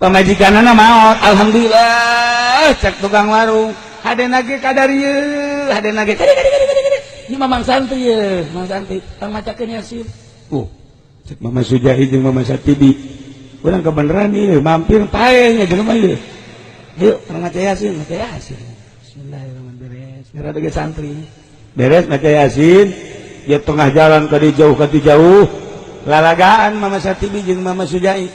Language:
Sundanese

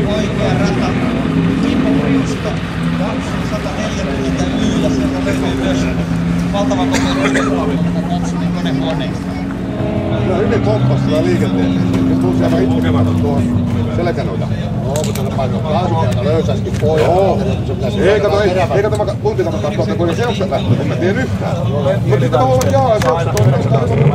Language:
Finnish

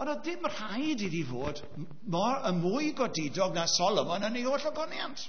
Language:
Welsh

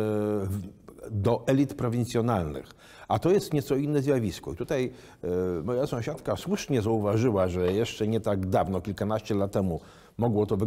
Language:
Polish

